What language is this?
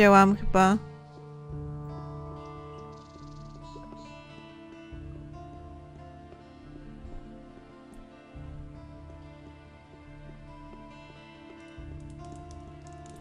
Polish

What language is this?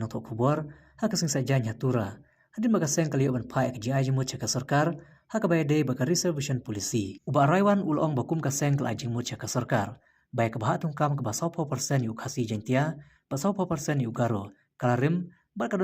Khasi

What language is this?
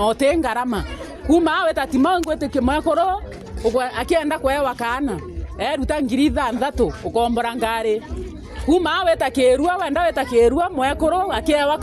Meru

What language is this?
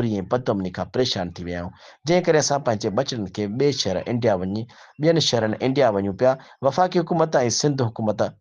Sindhi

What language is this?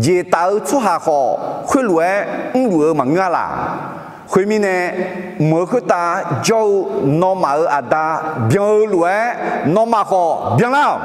Akha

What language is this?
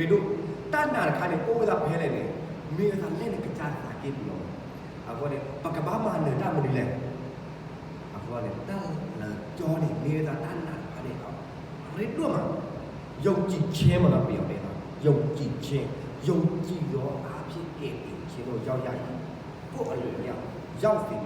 S'gaw Karen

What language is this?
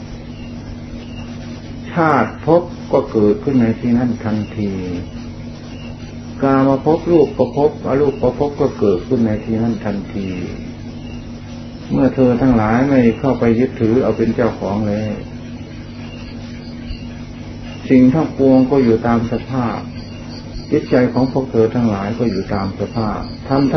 Thai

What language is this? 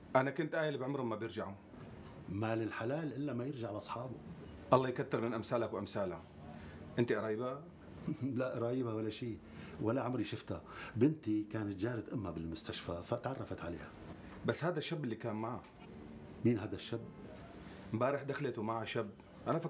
North Levantine Arabic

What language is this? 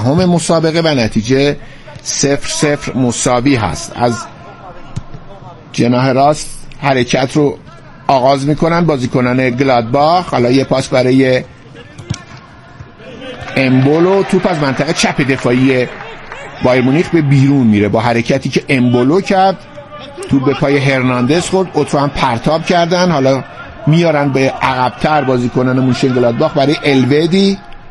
Persian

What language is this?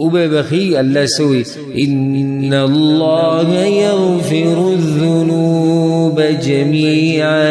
Pashto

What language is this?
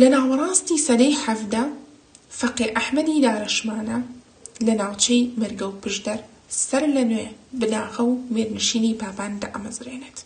Central Kurdish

